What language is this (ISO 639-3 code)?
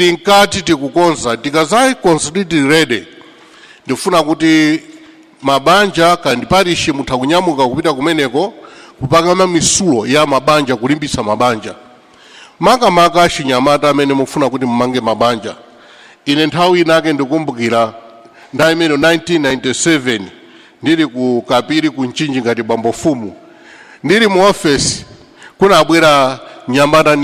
nya